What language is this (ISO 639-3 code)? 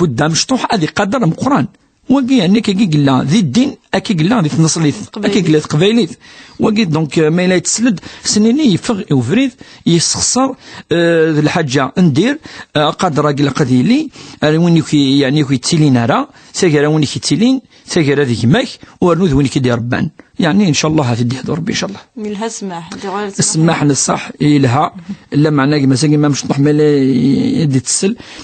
kab